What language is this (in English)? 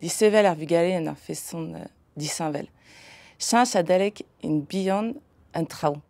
Breton